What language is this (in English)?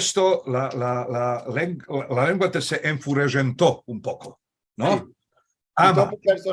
Ladino